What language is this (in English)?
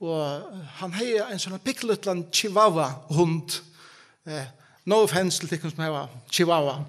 Faroese